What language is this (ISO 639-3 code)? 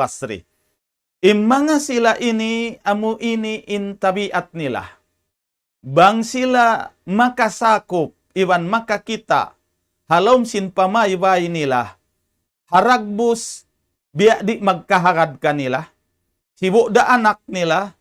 tsg